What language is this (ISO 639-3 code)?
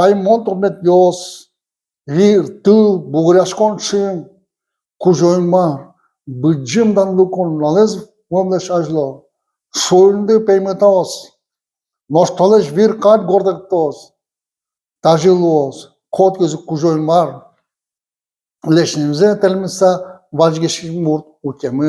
udm